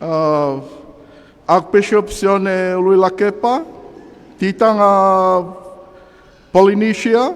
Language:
Tongan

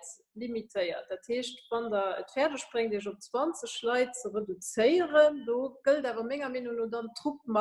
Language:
Luxembourgish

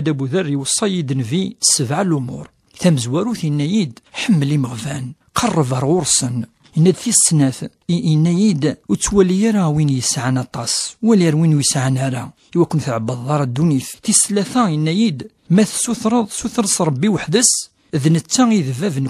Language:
Kabyle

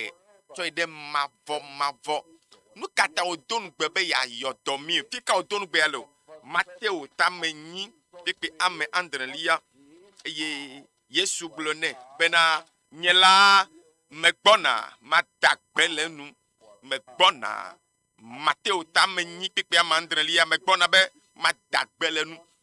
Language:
Ewe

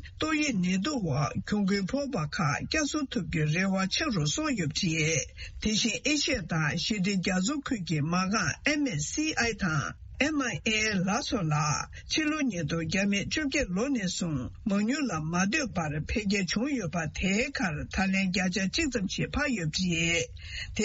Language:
Tibetan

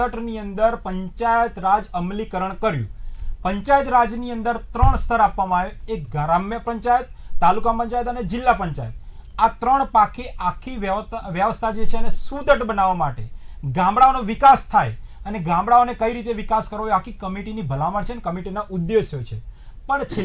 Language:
Gujarati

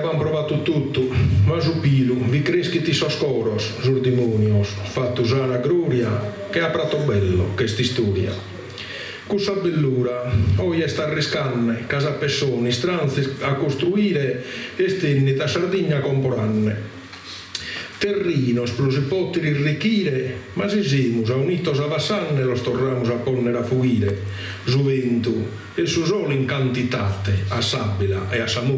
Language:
Sardinian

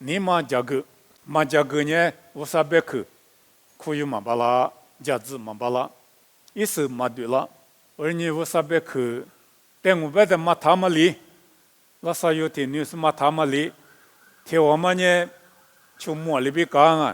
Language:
Lisu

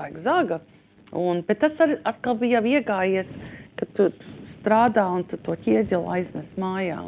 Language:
Latvian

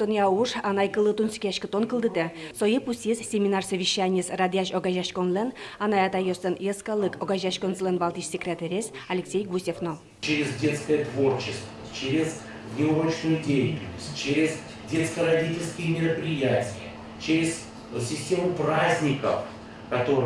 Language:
Udmurt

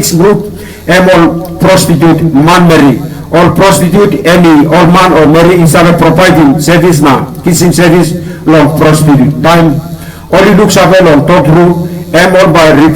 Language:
Tok Pisin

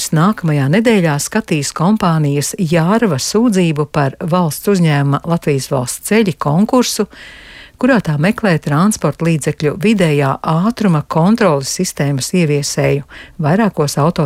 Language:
Latvian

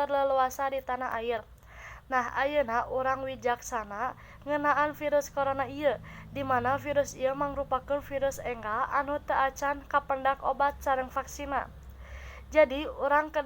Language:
Sundanese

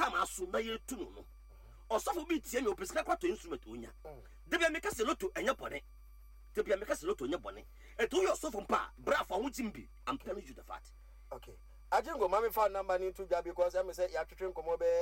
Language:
Akan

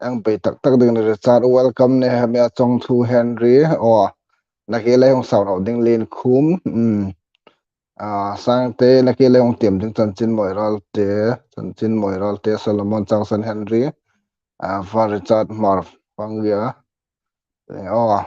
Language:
Hmar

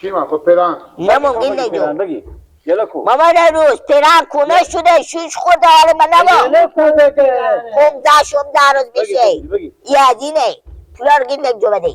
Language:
Persian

